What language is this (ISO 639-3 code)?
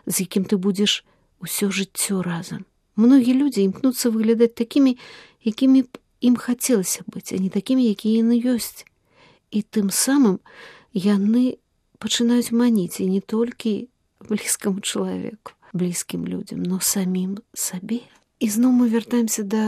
bel